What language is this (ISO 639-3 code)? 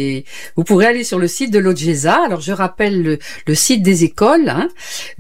fra